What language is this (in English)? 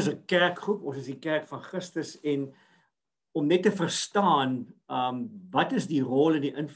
Afrikaans